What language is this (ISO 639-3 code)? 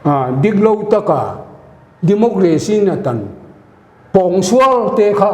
pck